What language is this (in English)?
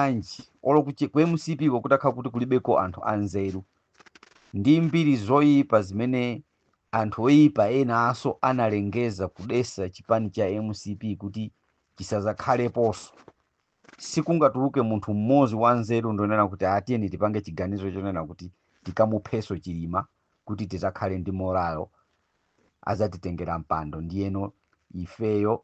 Nyanja